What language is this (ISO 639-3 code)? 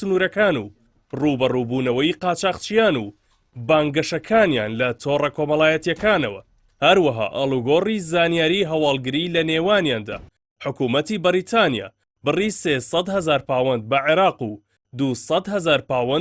ckb